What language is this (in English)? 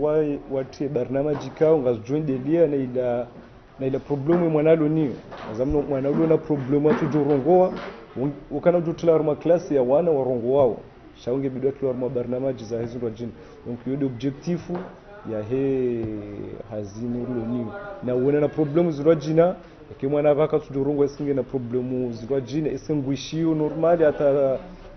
Ngazidja Comorian